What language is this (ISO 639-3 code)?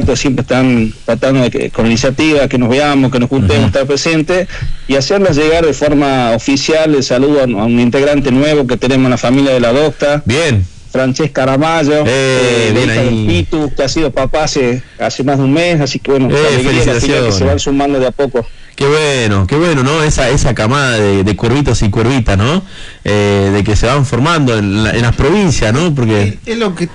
spa